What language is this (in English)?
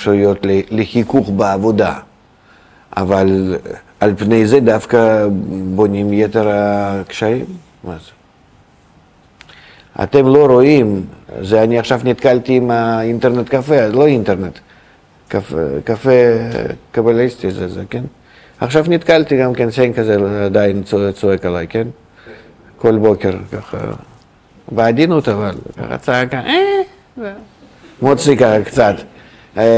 Hebrew